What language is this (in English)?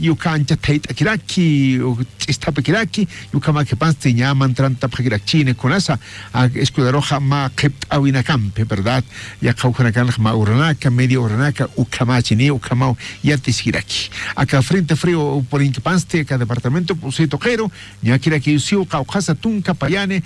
Aymara